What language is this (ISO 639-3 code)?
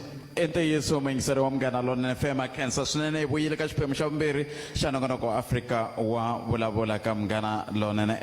tso